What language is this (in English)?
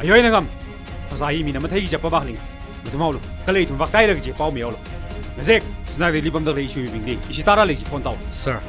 Tangkhul Naga (India)